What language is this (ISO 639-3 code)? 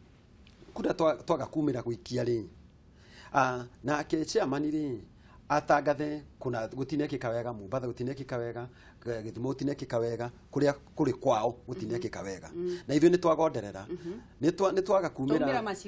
kik